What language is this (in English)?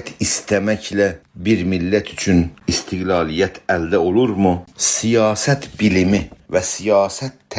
South Azerbaijani